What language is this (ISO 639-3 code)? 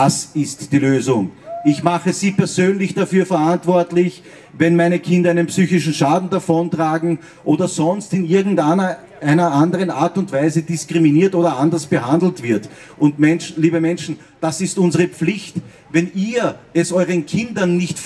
deu